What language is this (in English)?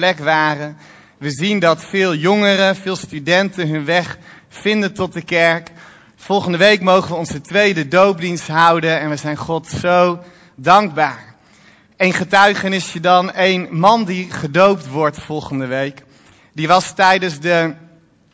Dutch